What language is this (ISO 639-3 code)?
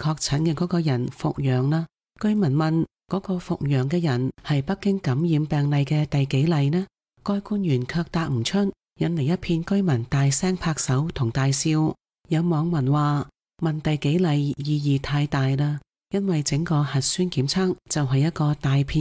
yue